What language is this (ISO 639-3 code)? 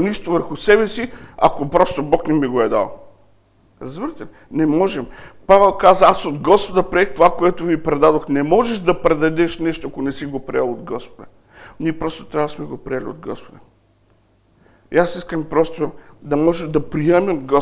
bul